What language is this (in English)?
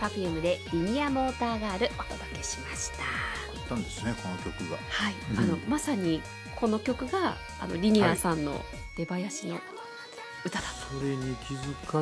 Japanese